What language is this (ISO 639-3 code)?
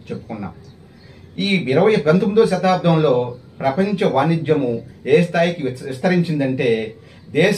tel